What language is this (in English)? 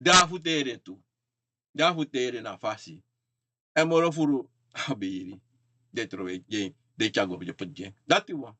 Sranan Tongo